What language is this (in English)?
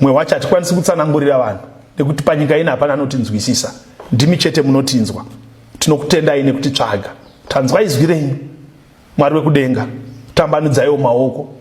Shona